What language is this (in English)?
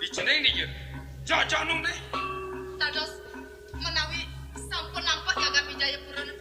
Balinese